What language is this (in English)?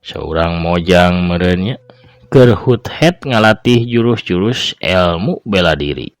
Sundanese